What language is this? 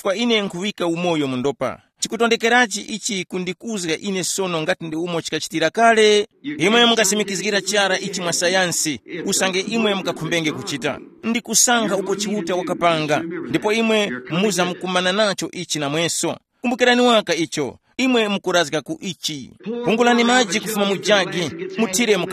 Tumbuka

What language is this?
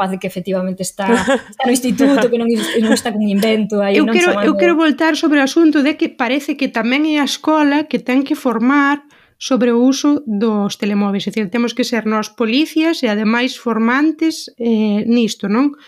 Galician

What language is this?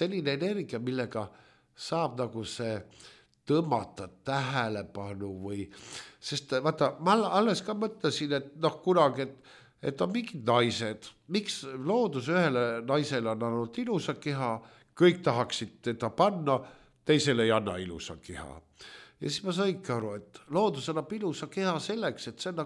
Estonian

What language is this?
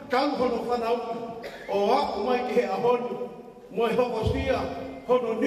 Tongan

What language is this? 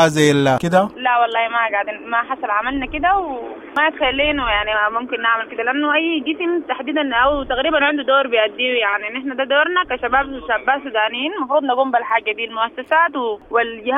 Sudanese Arabic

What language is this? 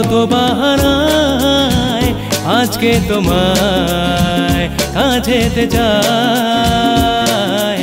Bangla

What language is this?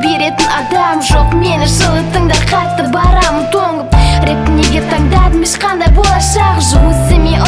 Kazakh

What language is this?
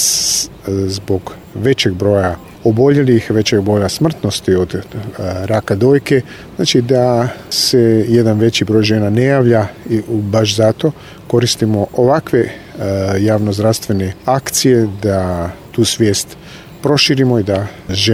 Croatian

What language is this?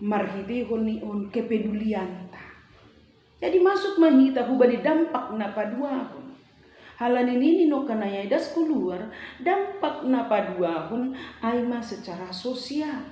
Batak Simalungun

